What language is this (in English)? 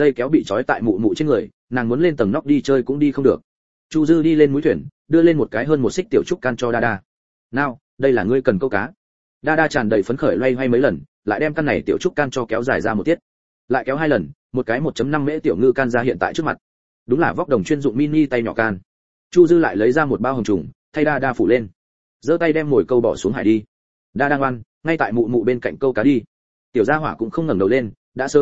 Vietnamese